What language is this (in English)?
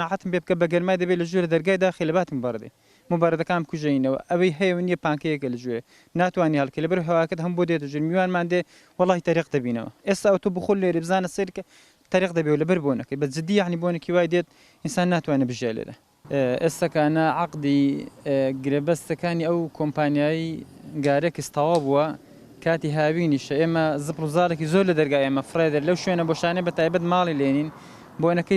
Central Kurdish